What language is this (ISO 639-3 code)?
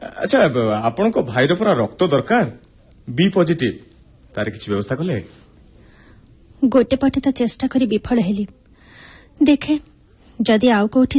ori